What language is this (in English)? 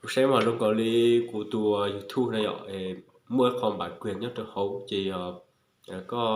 Hmong